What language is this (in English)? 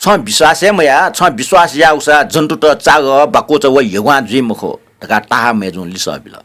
Newari